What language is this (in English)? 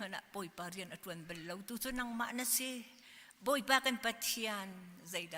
Hakha Chin